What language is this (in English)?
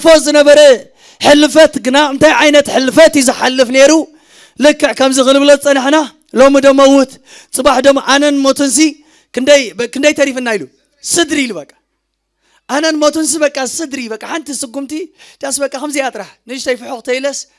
Tigrinya